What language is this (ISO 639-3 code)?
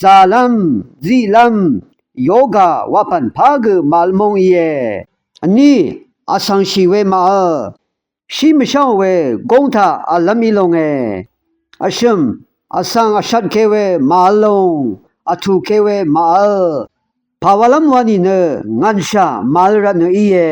raw